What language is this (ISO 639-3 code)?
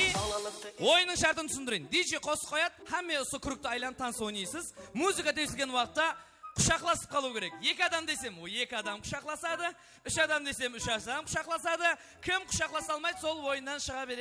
kaa